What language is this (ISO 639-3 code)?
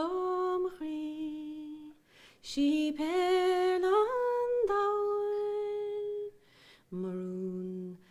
gle